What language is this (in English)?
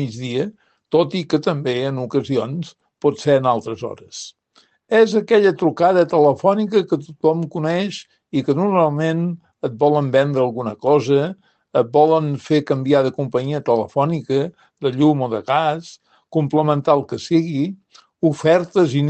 Catalan